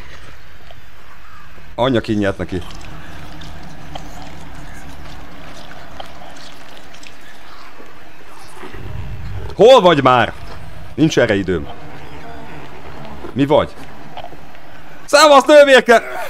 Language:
Hungarian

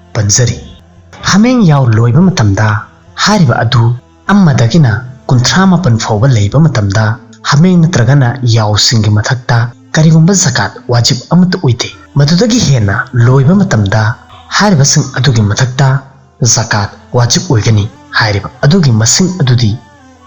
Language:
Manipuri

